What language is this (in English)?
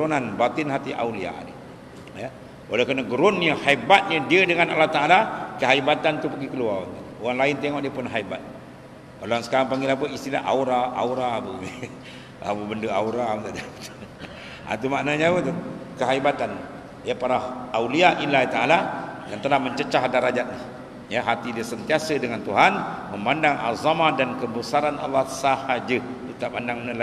Malay